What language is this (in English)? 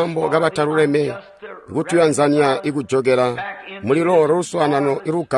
Tonga (Zambia)